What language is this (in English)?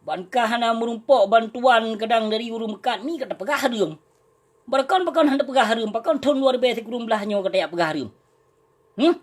Achinese